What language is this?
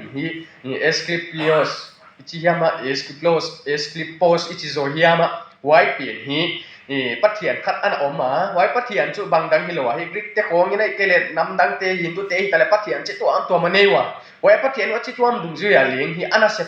Tedim Chin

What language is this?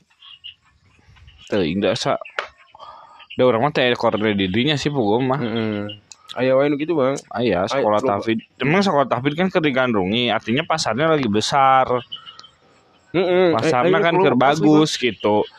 Sundanese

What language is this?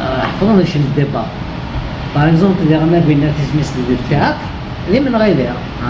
Kabyle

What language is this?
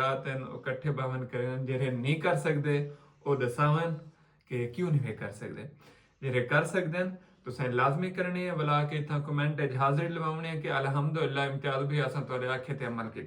Saraiki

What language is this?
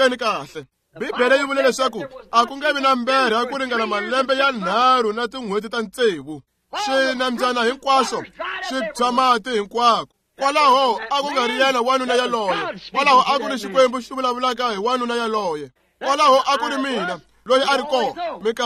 Tsonga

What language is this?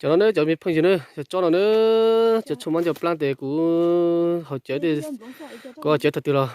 Hmong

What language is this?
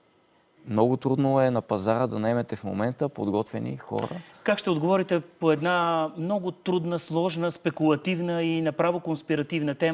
Bulgarian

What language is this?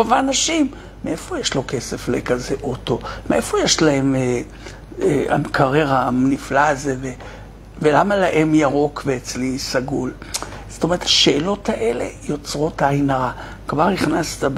Hebrew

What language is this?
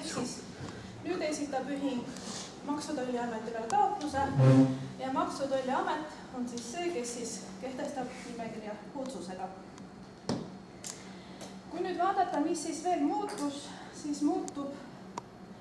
Estonian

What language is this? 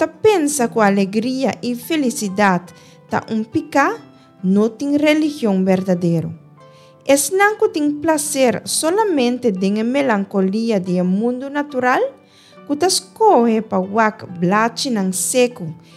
Papiamento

